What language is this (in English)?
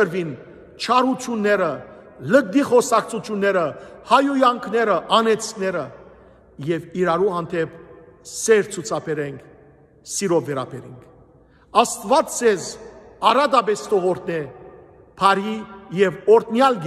Western Armenian